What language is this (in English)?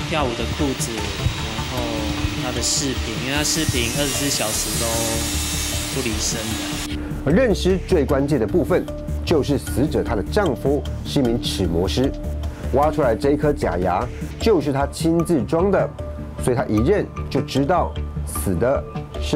Chinese